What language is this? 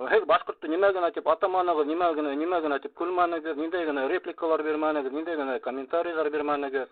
Bashkir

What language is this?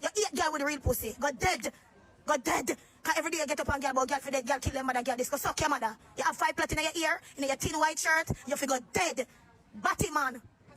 Jamaican Creole English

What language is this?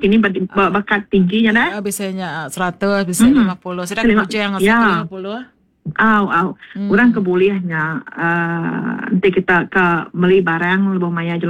Iban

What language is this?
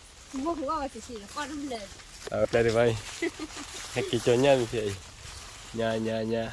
S'gaw Karen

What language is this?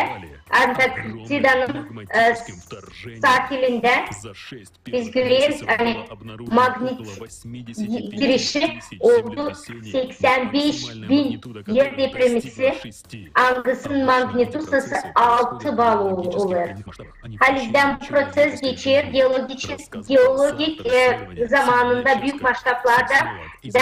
Gagauz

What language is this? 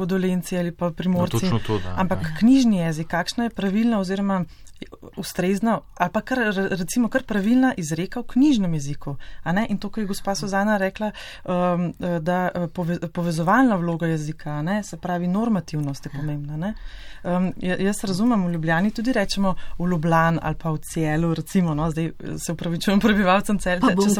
Slovenian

